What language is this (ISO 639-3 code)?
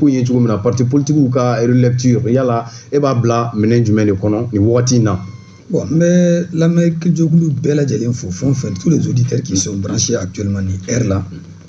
bam